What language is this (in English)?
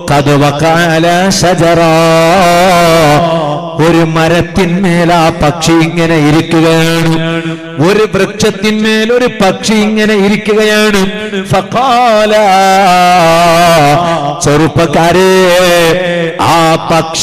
Malayalam